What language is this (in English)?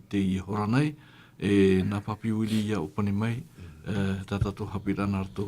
Tahitian